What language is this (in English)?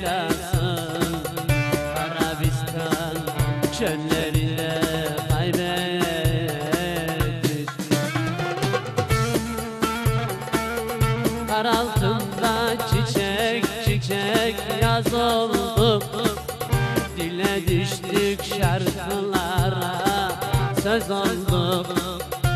Turkish